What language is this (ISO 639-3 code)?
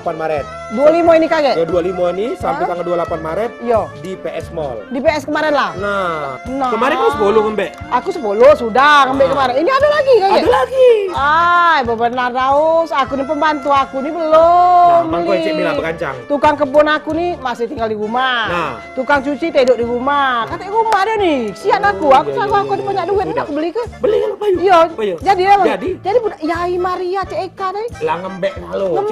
mui